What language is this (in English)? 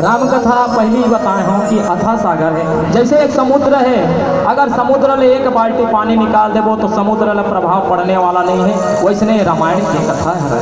Chhattisgarhi